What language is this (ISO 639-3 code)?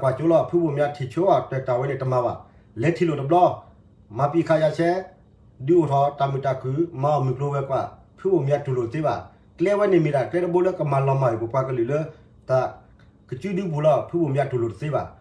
ksw